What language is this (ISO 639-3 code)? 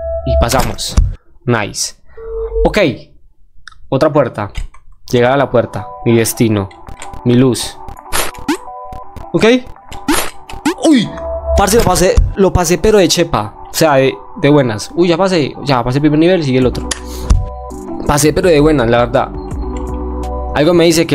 spa